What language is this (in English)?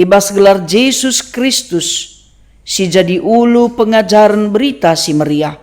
Batak Karo